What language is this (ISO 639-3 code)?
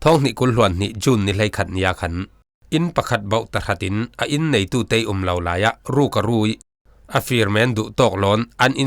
cfm